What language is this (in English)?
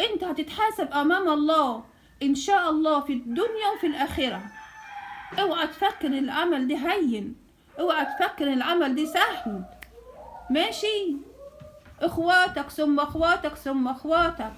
Egyptian Arabic